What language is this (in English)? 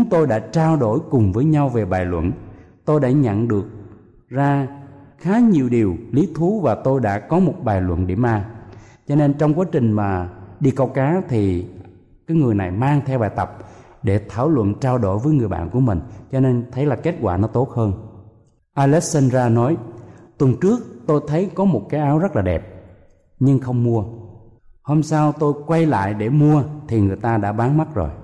Vietnamese